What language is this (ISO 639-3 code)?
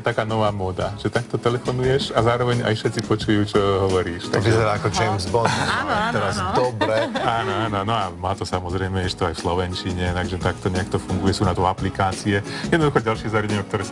slk